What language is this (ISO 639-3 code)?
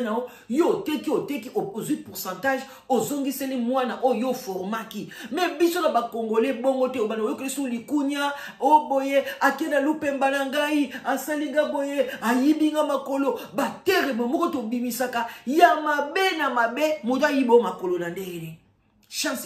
lin